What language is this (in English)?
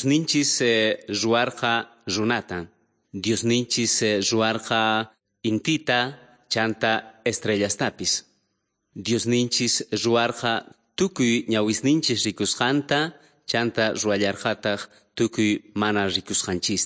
Quechua